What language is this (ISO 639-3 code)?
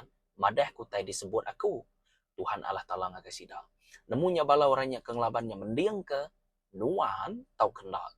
iba